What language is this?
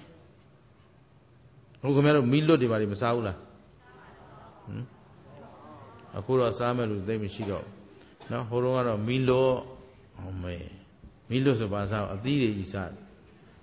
Burmese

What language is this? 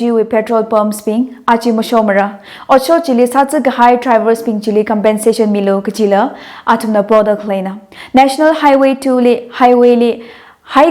Tangkhul Naga (India)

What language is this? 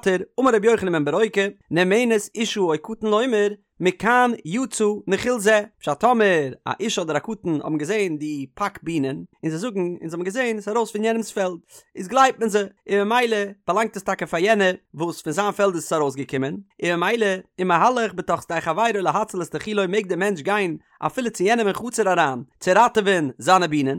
Yiddish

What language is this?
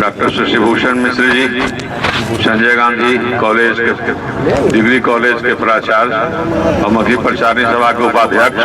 Magahi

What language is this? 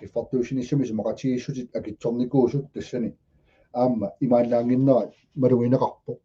Kalaallisut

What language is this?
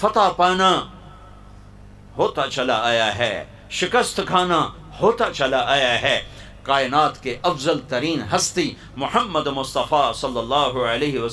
Urdu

